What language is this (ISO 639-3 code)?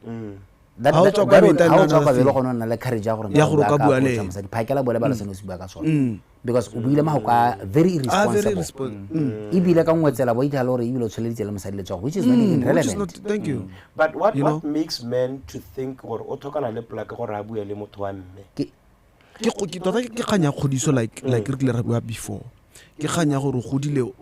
tsn